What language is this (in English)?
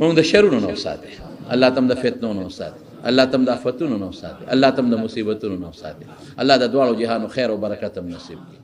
Pashto